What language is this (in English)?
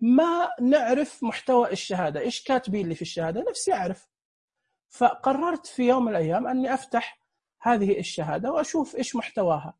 Najdi Arabic